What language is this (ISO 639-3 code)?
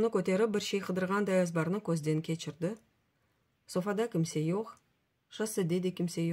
crh